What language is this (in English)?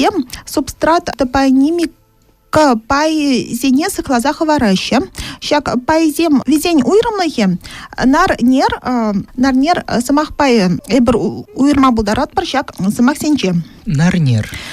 Chuvash